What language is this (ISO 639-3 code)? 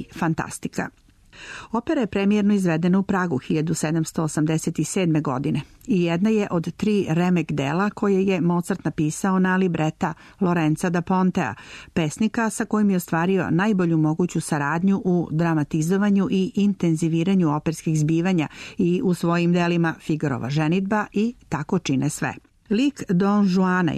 srp